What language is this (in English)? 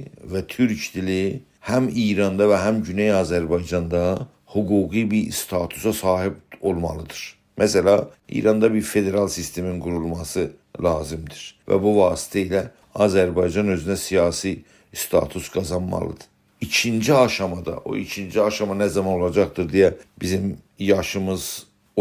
South Azerbaijani